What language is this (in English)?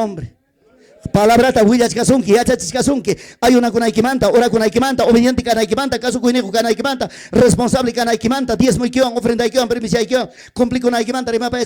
Ayacucho Quechua